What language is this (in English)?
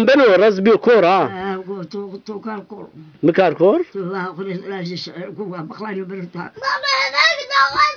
Zaza